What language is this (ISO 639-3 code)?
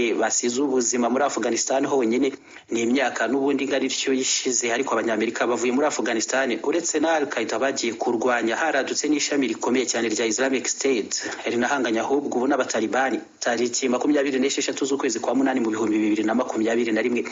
kin